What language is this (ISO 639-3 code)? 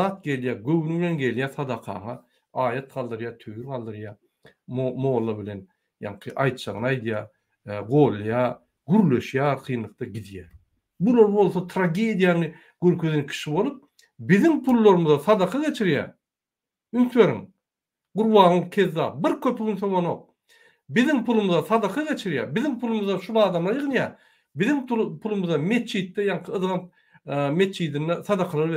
tuk